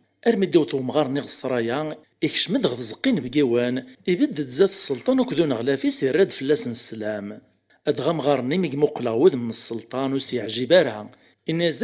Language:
Kabyle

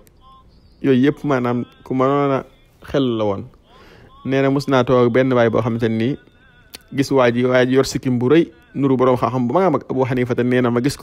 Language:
Wolof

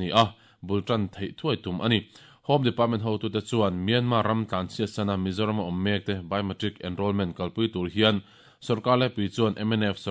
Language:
Mizo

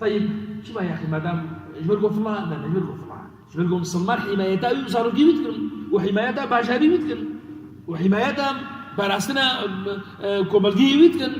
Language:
Kurdish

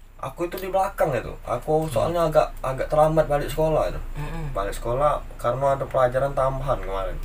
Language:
Musi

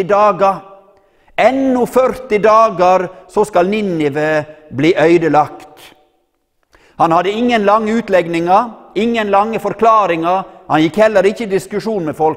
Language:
Norwegian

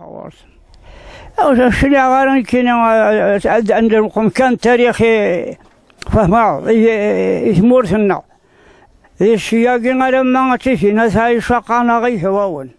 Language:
Kabyle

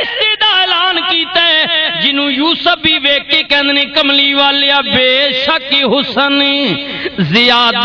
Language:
Western Panjabi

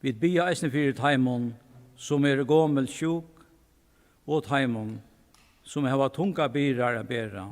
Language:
Faroese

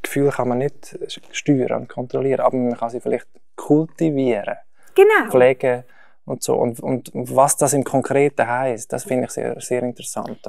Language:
Swiss German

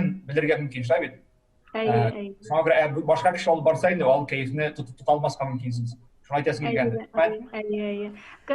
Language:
Tatar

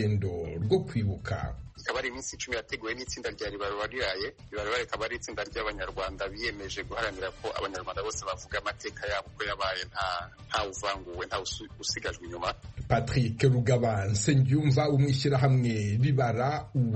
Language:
Kinyarwanda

